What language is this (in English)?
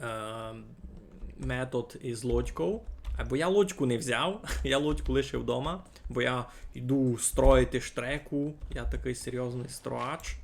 Rusyn